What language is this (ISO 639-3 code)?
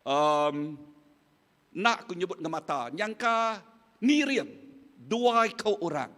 iba